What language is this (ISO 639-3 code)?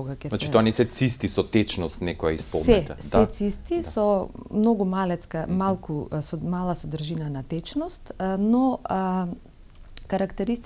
mkd